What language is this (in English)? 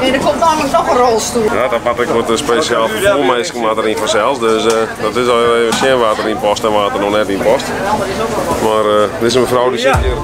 Western Frisian